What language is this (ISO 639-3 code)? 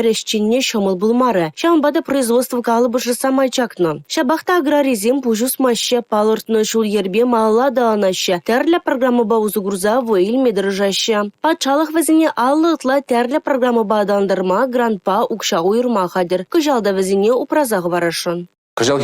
chv